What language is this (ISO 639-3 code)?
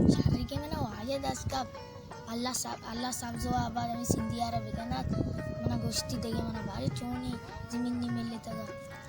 bal